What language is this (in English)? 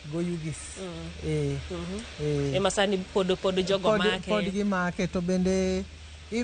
Luo (Kenya and Tanzania)